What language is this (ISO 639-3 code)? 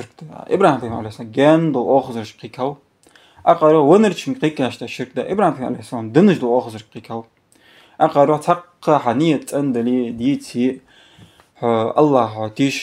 inh